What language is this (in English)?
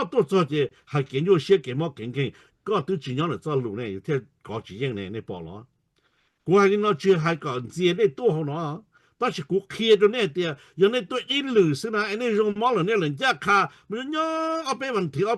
Hmong